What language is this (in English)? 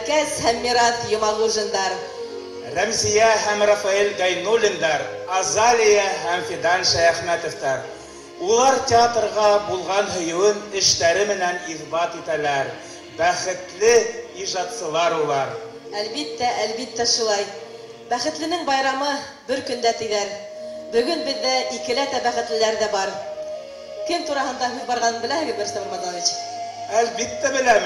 Bashkir